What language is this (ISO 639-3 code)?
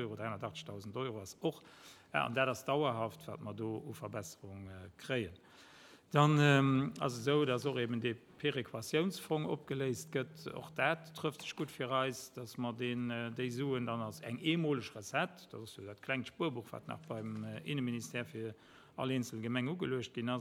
ltz